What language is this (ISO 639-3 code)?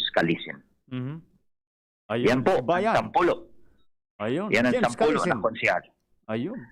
bik